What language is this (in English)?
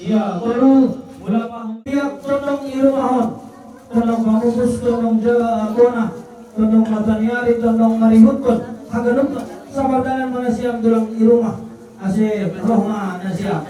Batak Simalungun